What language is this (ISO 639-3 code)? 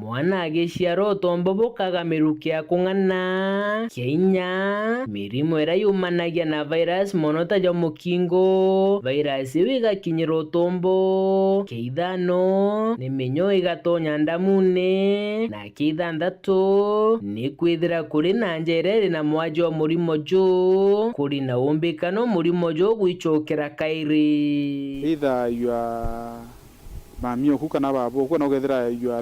mer